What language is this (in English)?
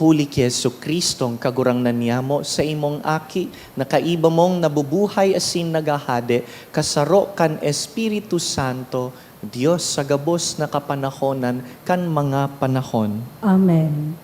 Bikol